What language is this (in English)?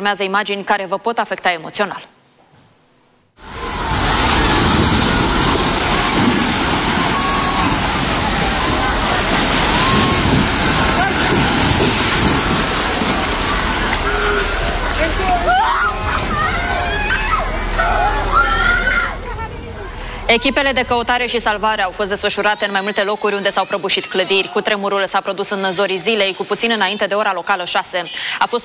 Romanian